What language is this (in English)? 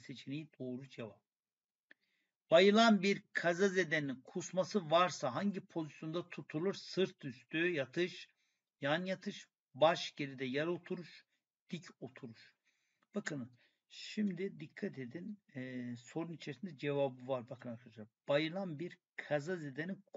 Turkish